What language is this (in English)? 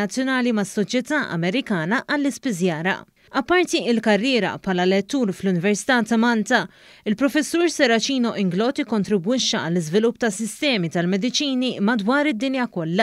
Maltese